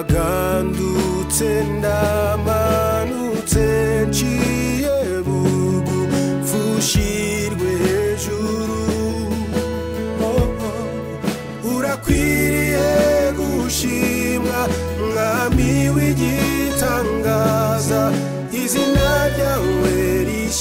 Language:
Kinyarwanda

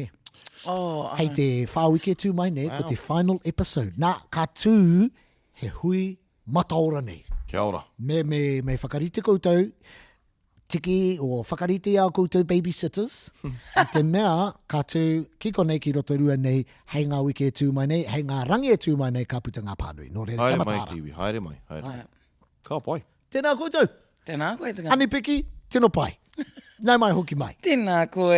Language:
Māori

